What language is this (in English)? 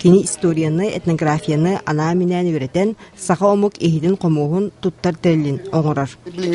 Yakut